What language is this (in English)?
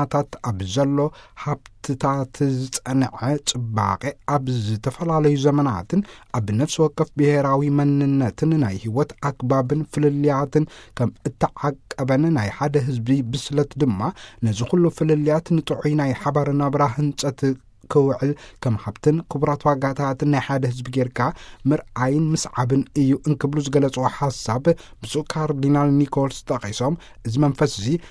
Tigrinya